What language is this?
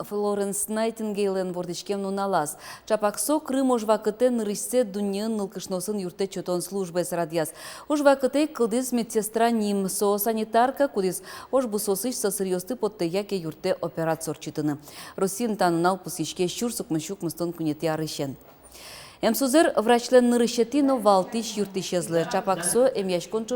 Udmurt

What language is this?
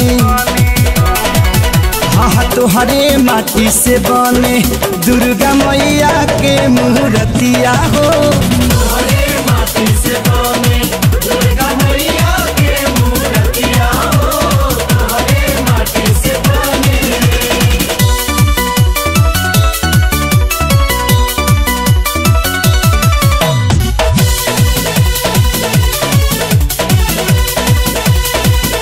Bhojpuri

